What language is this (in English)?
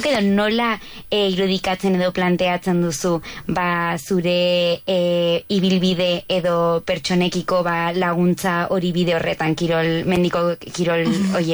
Basque